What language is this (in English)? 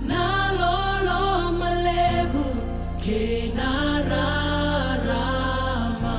Fijian